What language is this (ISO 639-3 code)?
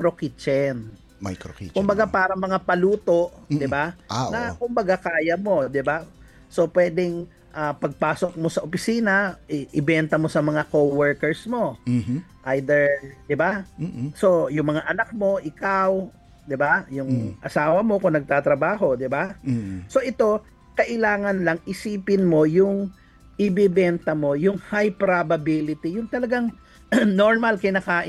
fil